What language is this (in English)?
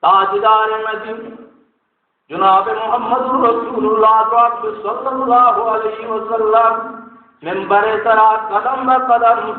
Baluchi